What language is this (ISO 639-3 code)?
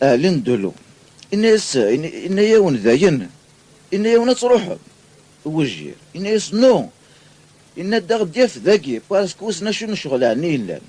kab